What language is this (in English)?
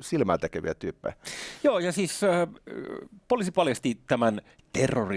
Finnish